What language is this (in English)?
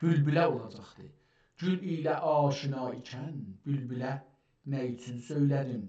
South Azerbaijani